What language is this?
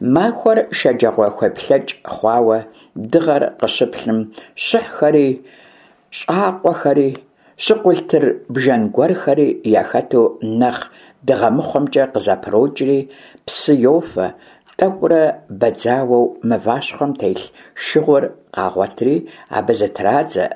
Kabardian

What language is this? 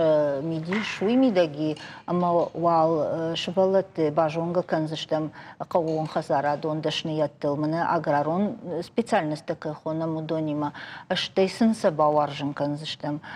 Ossetic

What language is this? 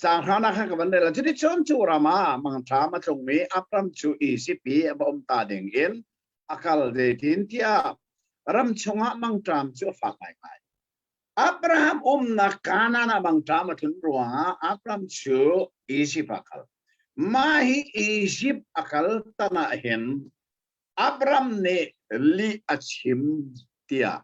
Hakha Chin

